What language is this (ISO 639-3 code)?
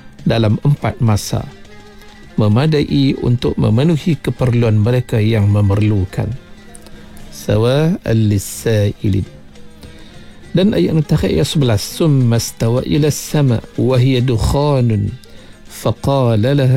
msa